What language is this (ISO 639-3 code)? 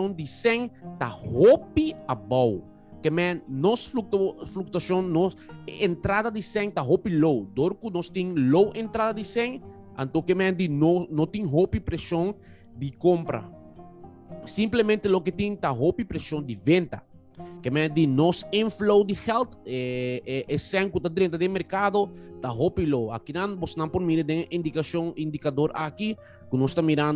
pap